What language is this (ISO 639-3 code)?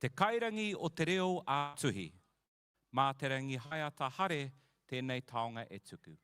mri